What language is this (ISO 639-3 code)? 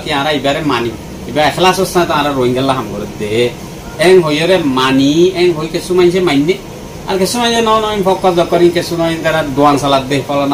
rhg